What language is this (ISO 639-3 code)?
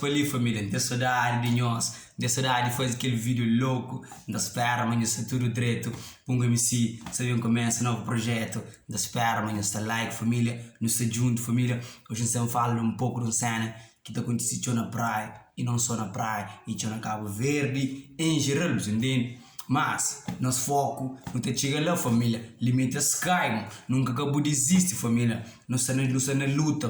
kea